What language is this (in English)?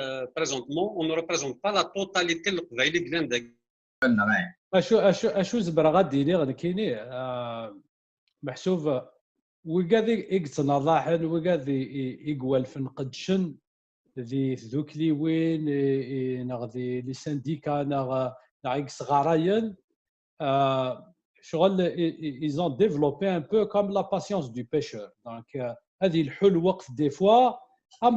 Kabyle